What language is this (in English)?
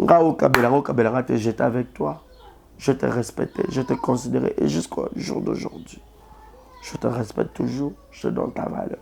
Lingala